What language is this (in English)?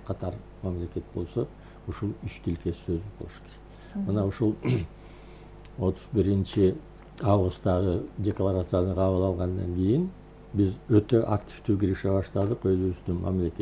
Kyrgyz